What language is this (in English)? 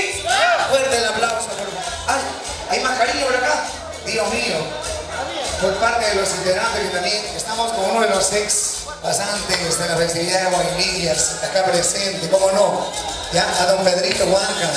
Spanish